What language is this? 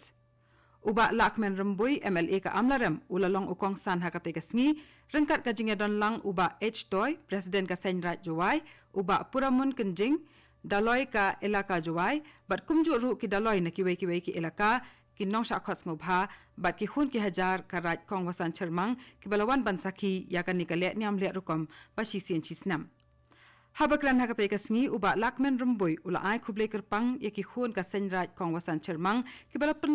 Khasi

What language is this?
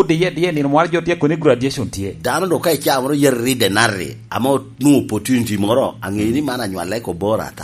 Lango (Uganda)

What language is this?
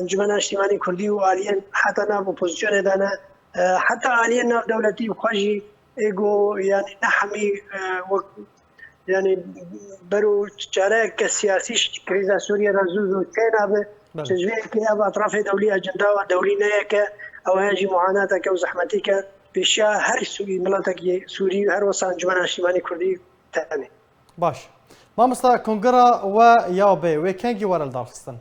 Kurdish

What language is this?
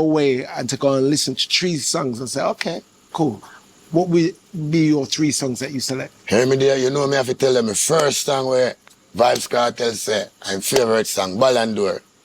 Jamaican Creole English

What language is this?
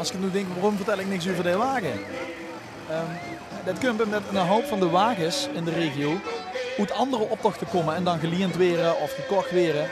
Limburgish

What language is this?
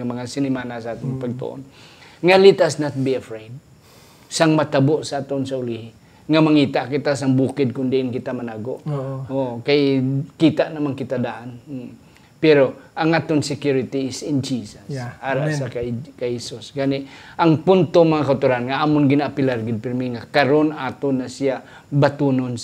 Hiligaynon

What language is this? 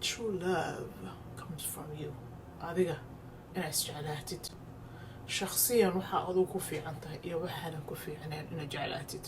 Somali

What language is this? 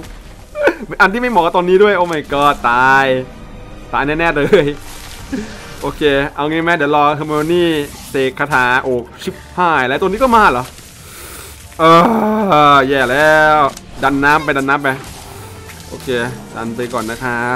Thai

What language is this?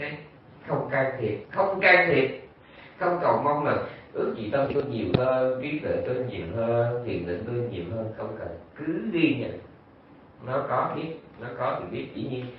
Vietnamese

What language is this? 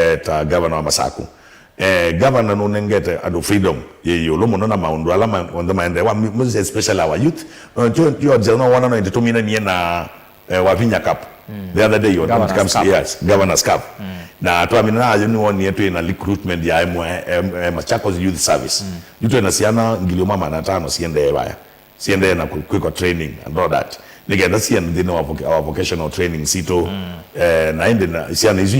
Kamba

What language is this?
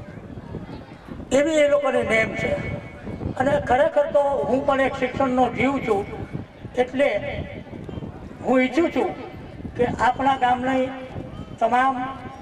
Gujarati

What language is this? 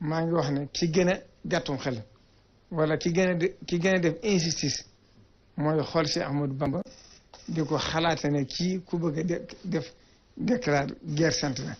Wolof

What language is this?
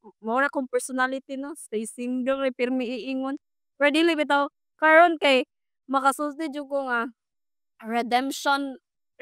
Cebuano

